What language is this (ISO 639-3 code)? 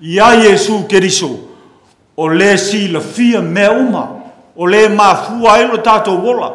smo